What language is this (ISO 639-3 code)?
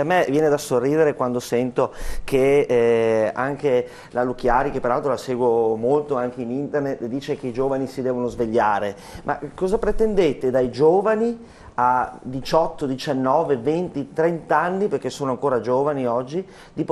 ita